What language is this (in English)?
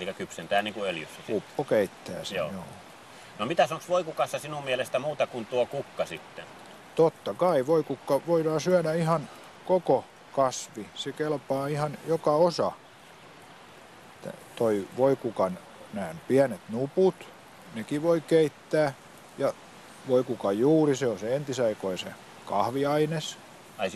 Finnish